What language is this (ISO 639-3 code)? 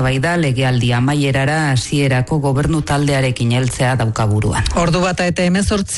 eus